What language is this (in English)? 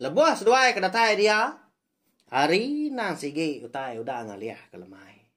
Iban